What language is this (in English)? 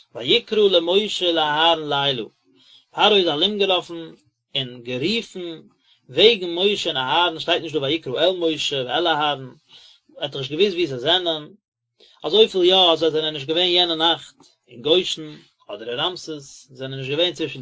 Yiddish